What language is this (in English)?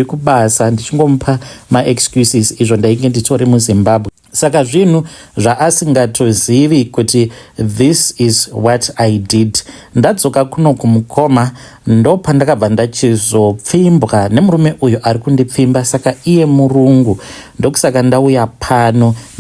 Shona